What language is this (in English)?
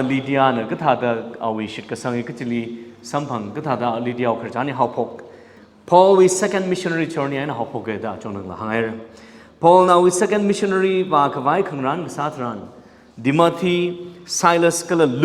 Tangkhul Naga (India)